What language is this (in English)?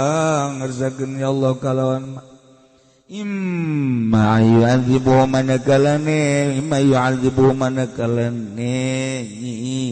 Sundanese